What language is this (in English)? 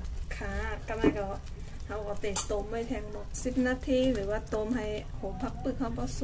Shan